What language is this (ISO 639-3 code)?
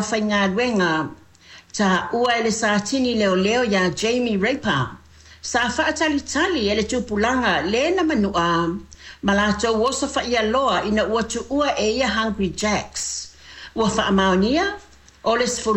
smo